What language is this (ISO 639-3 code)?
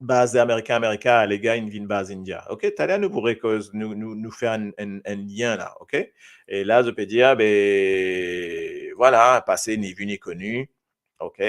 mfe